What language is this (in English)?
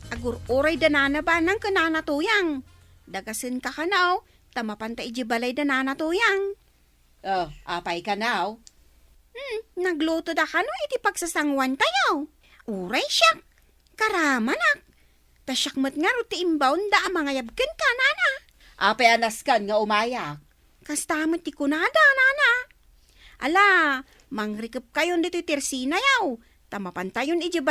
Iloko